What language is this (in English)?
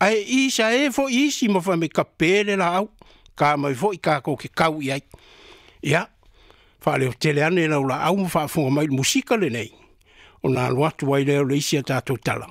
Samoan